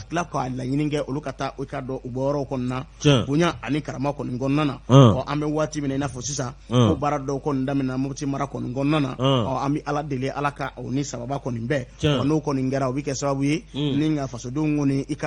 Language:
Bambara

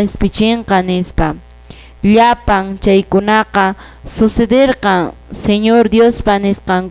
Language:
Quechua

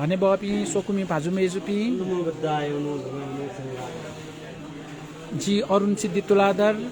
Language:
Newari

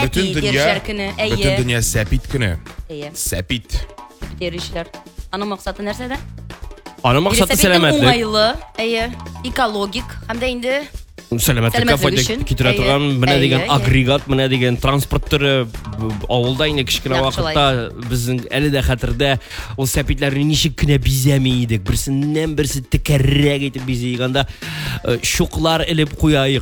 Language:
Tatar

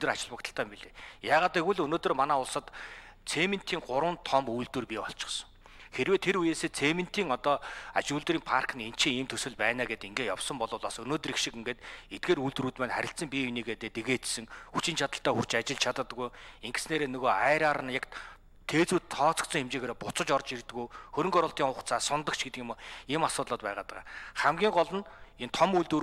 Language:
Mongolian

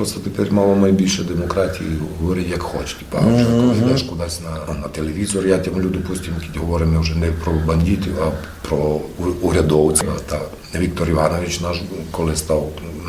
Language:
Rusyn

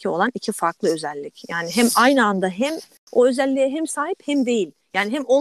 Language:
Turkish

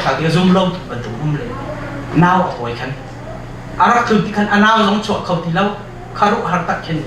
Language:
Hakha Chin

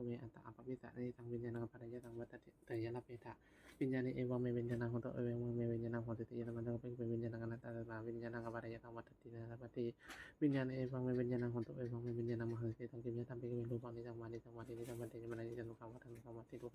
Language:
Pali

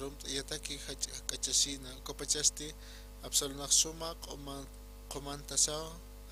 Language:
Aymara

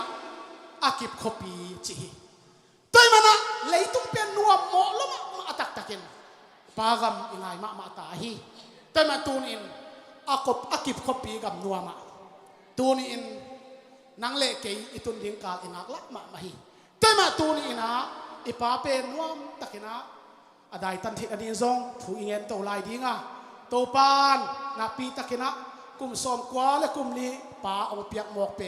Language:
Tedim Chin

